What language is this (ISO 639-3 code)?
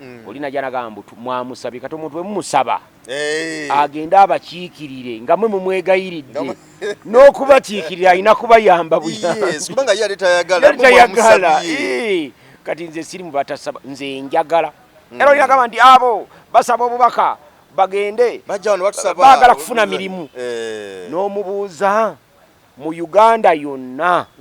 lug